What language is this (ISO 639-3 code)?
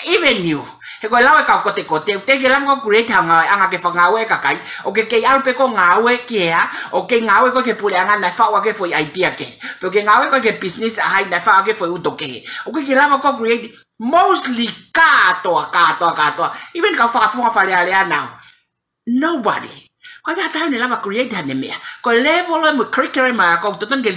ton